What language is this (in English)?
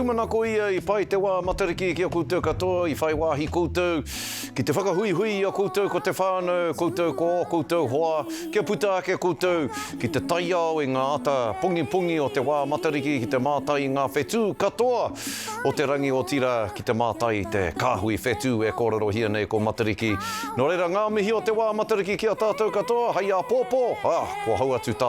Māori